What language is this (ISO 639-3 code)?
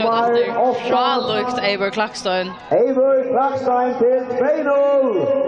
fao